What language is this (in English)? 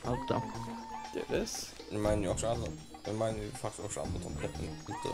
Faroese